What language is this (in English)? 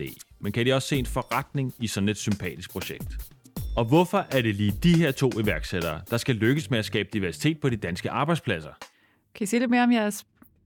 Danish